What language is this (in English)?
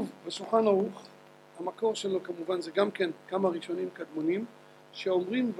Hebrew